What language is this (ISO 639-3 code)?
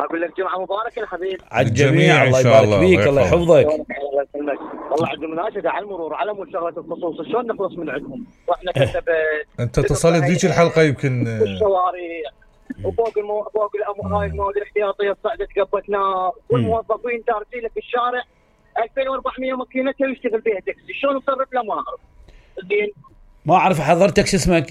acm